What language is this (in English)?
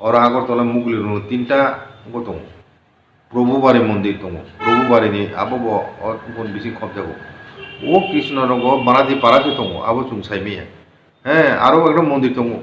Kok Borok